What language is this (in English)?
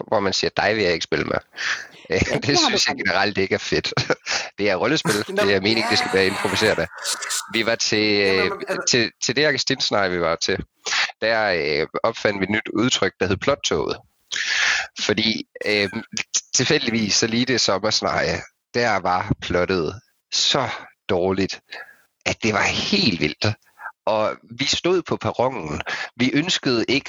Danish